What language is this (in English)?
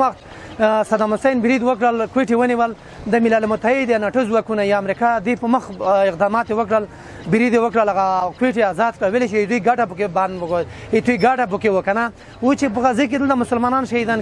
Pashto